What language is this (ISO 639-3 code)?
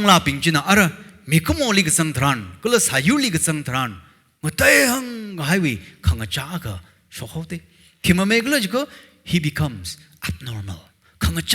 nmf